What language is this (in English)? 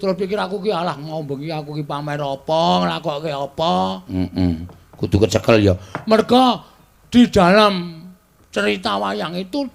Javanese